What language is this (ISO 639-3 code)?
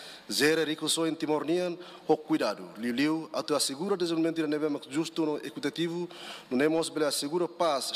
tet